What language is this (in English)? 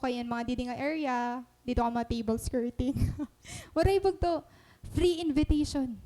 Waray